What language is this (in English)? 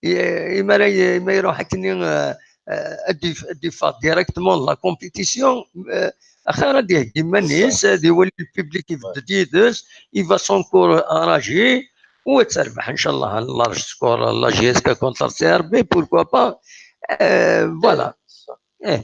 Kabyle